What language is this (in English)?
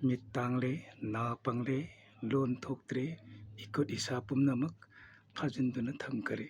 Manipuri